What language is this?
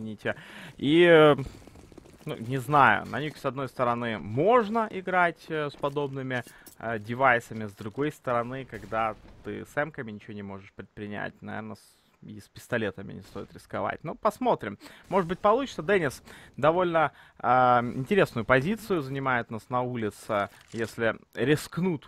Russian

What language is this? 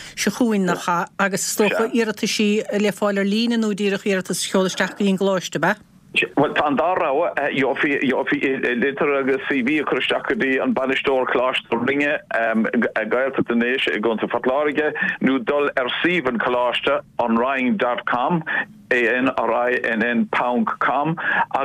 Irish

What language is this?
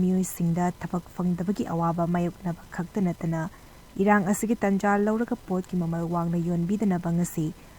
Manipuri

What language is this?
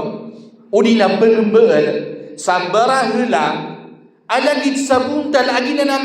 Maranao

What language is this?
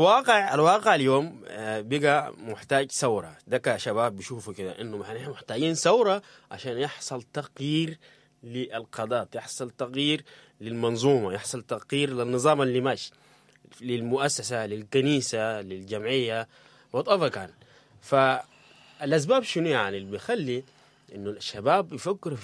Sudanese Arabic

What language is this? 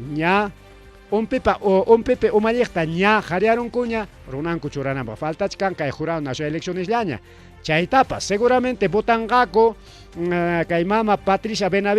Ayacucho Quechua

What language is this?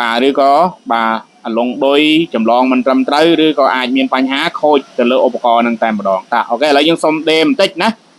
Khmer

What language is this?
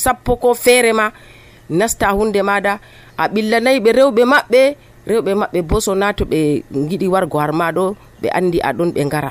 Nigerian Fulfulde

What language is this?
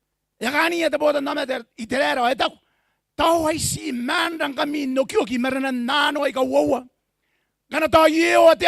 Gilbertese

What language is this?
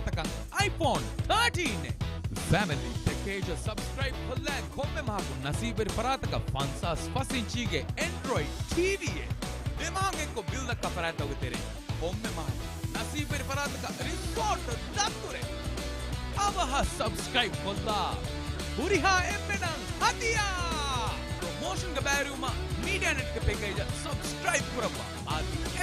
Divehi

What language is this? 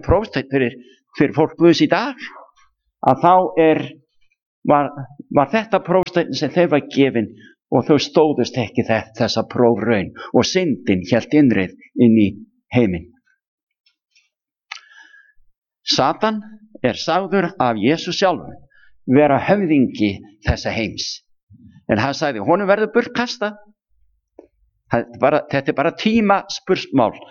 Icelandic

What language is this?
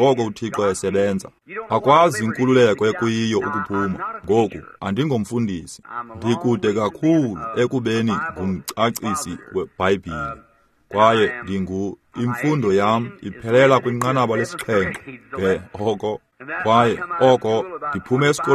Xhosa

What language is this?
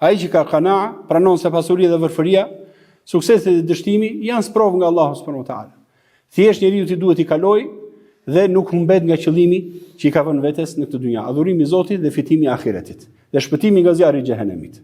Albanian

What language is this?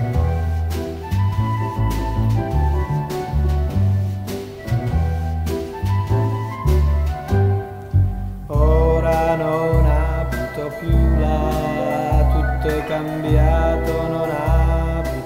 Italian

